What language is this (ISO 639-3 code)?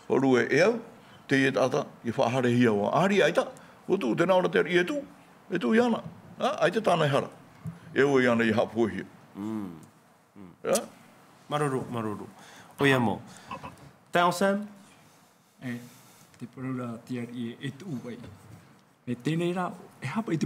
tah